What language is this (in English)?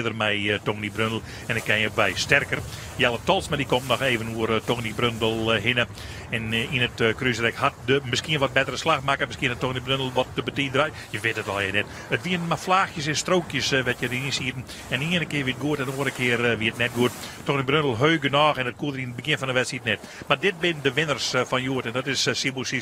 Western Frisian